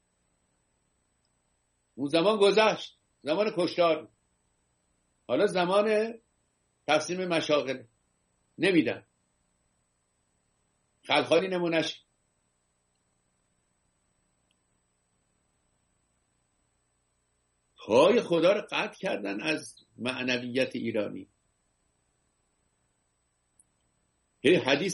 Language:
Persian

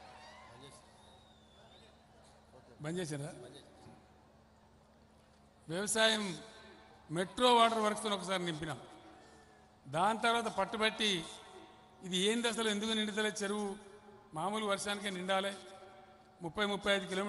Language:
Telugu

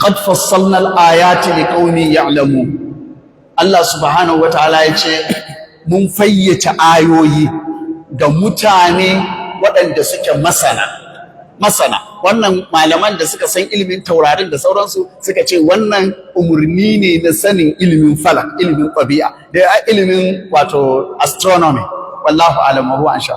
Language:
Hausa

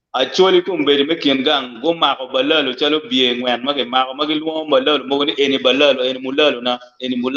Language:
Acoli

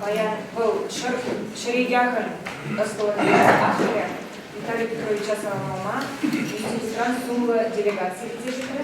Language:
Chuvash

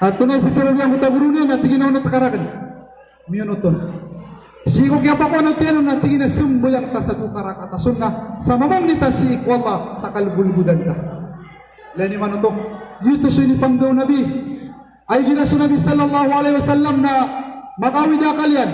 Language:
Maranao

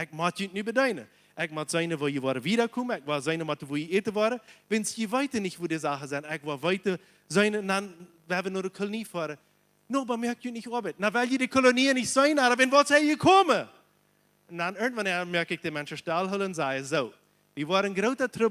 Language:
Plautdietsch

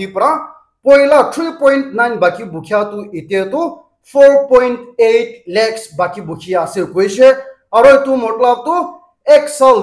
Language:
Naga Pidgin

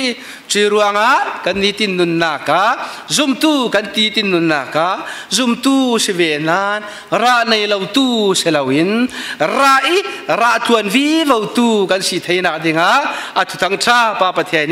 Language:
Falam Chin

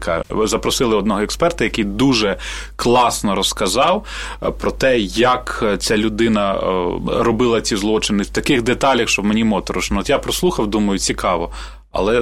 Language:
Ukrainian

